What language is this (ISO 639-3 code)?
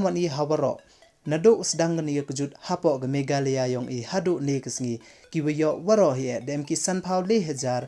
pbv